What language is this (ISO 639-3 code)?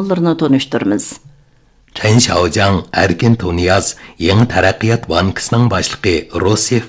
uig